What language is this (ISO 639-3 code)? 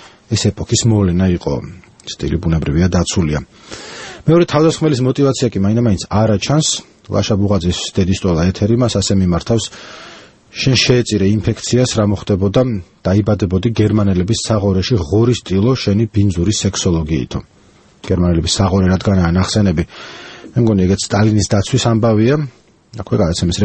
kat